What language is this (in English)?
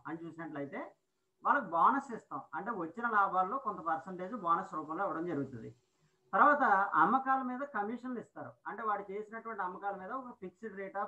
Telugu